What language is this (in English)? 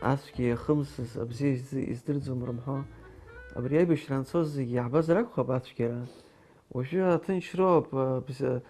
Abkhazian